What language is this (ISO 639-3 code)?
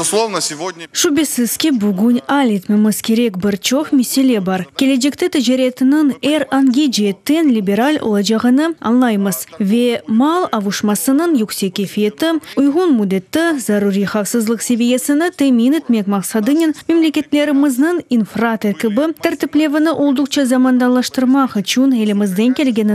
crh